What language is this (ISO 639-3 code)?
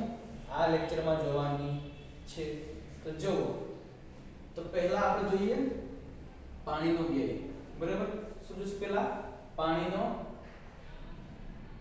guj